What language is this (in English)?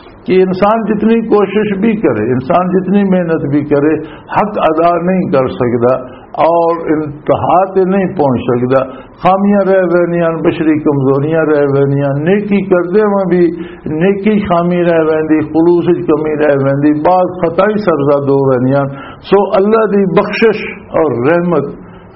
Western Panjabi